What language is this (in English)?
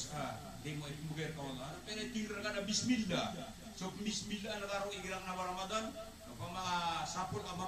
Maranao